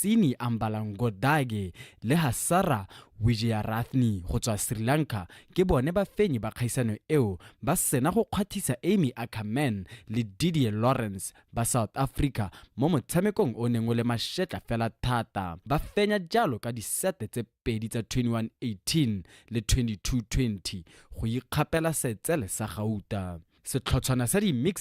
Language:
Tswana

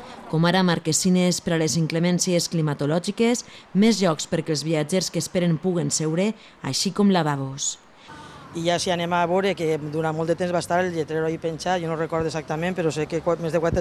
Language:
Catalan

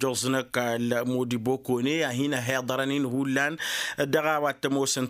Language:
Tamasheq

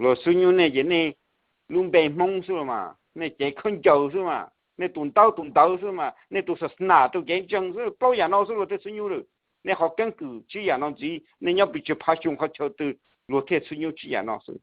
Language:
Hmong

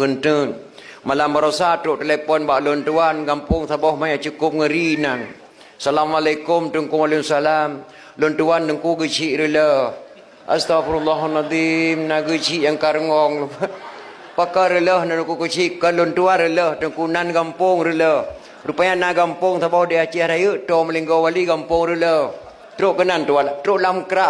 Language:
Achinese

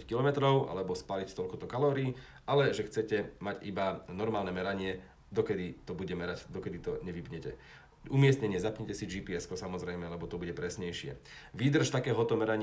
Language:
Slovak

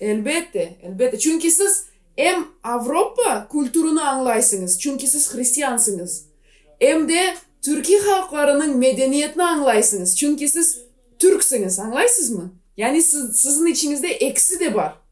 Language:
Gagauz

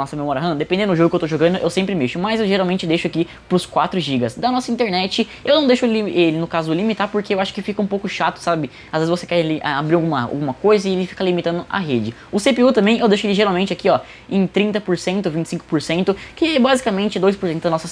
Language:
Portuguese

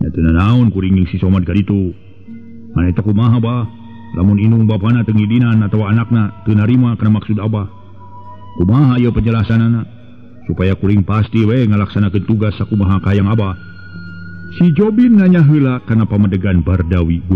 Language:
Sundanese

